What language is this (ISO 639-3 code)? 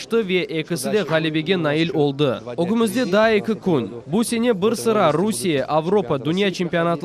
crh